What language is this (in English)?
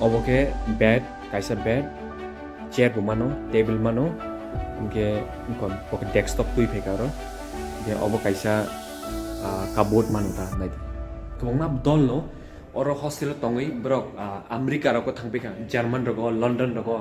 Kok Borok